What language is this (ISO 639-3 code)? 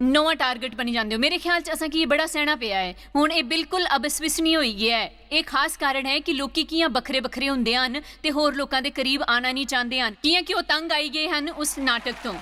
doi